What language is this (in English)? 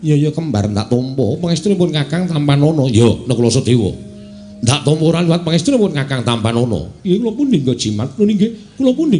Javanese